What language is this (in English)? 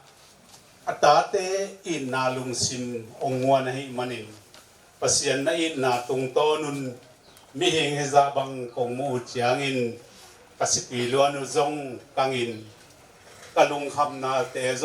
Tedim Chin